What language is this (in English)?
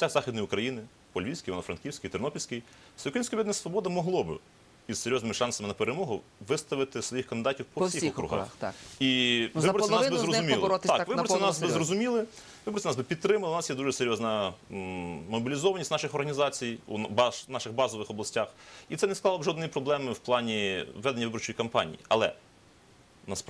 Ukrainian